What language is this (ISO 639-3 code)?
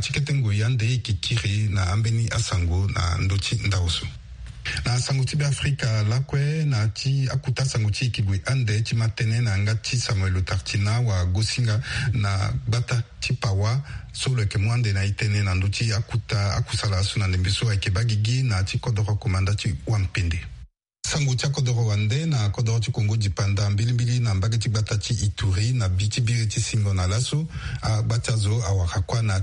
sag